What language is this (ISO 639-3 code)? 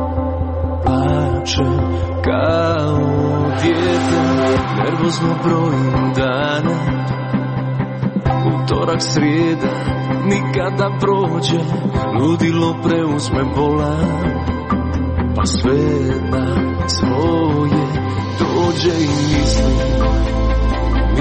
hrv